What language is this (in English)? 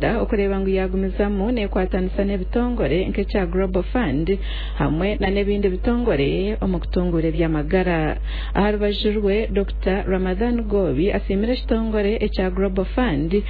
Nyankole